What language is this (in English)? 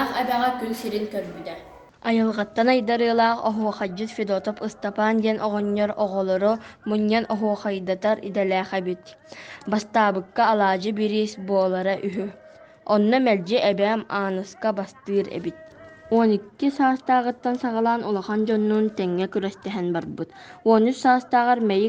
Yakut